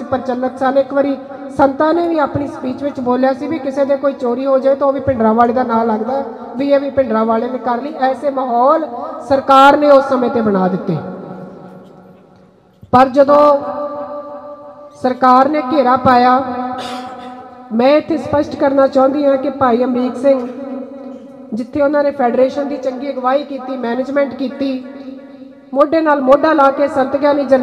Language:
Punjabi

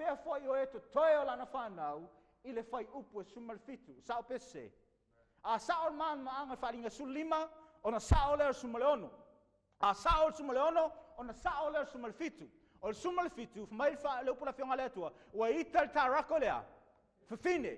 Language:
Samoan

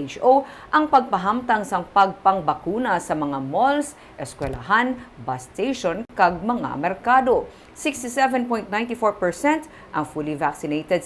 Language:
Hiligaynon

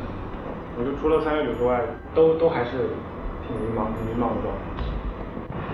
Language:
Chinese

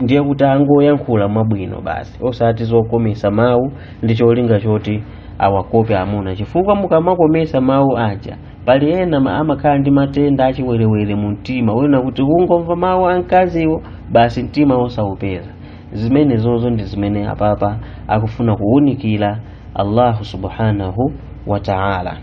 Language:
Nyanja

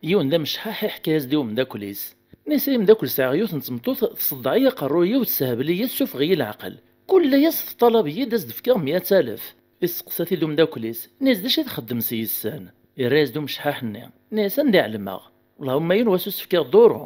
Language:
Kabyle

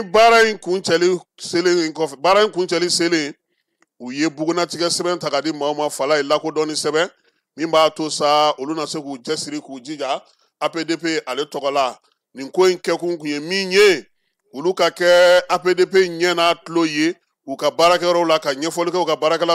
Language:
Bambara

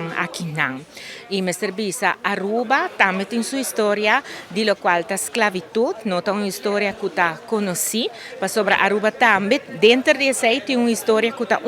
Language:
Papiamento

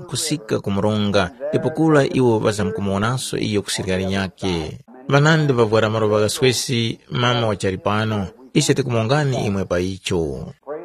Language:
Tumbuka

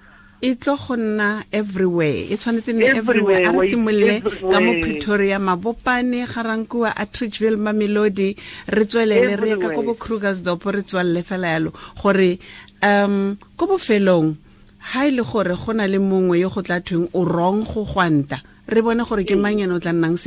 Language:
Tswana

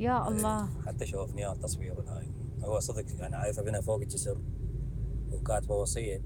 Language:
Mesopotamian Arabic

